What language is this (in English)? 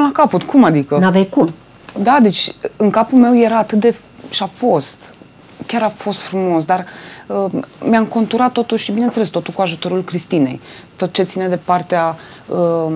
Romanian